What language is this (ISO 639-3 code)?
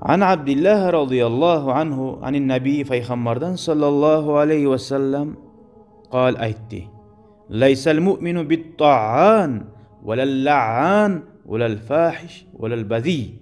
kum